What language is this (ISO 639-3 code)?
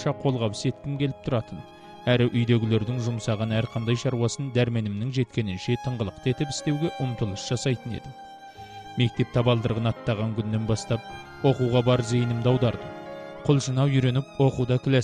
kaz